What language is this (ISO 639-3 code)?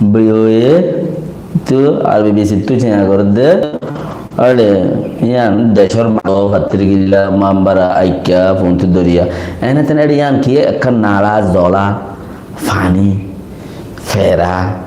rhg